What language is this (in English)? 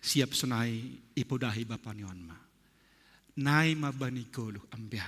Batak Simalungun